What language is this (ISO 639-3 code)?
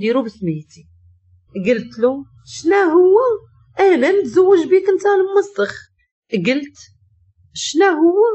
ary